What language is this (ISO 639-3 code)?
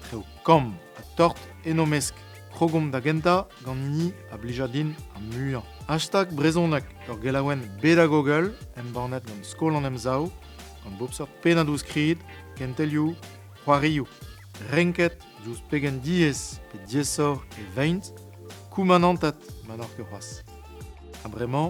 bre